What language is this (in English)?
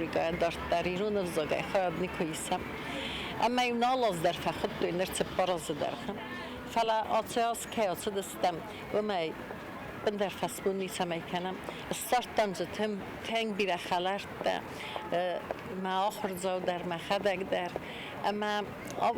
Ossetic